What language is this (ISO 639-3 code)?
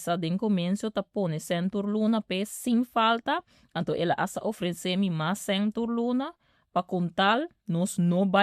pap